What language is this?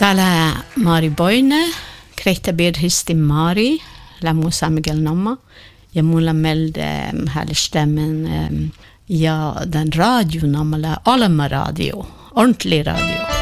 Norwegian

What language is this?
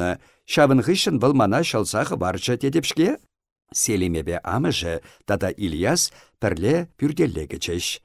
Chuvash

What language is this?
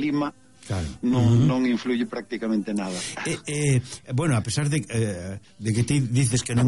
Galician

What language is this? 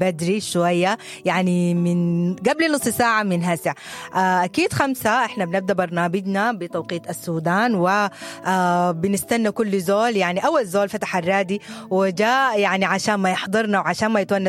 Sudanese Arabic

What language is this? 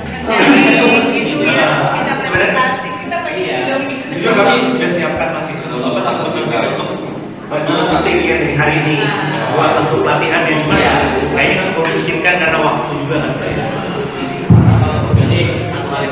Indonesian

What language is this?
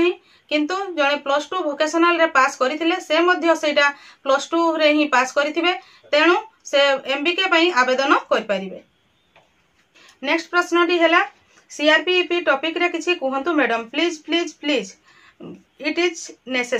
Odia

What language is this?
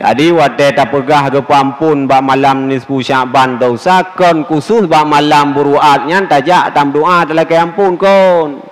Achinese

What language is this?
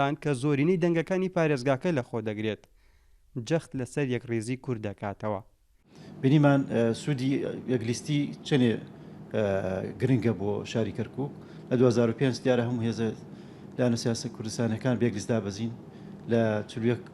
Central Kurdish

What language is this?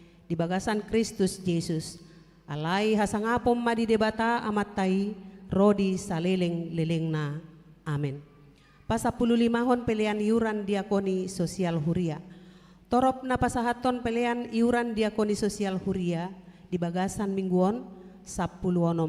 Batak Toba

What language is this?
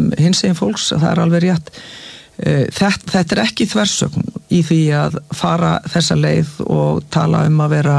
Icelandic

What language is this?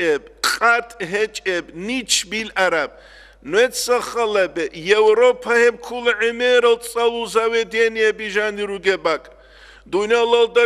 Avaric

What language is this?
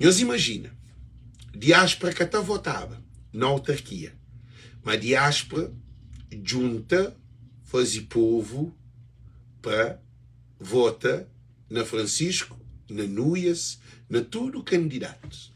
Kabuverdianu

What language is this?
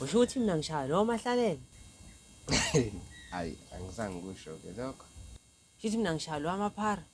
Zulu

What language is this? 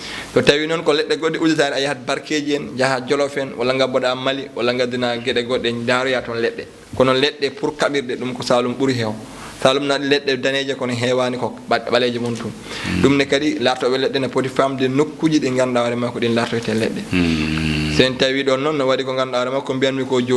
Fula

